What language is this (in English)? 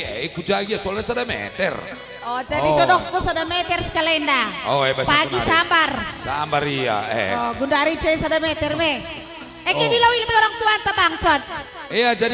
Batak Karo